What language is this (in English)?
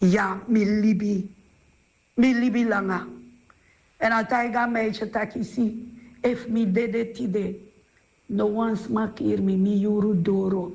Sranan Tongo